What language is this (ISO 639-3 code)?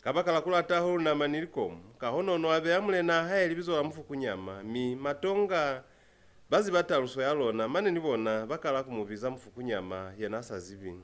loz